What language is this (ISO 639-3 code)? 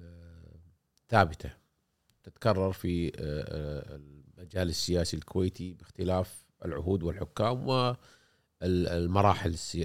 afb